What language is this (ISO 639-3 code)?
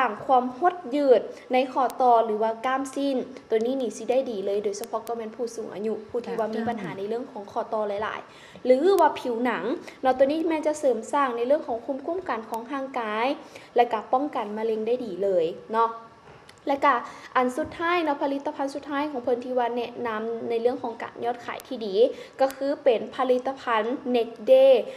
lao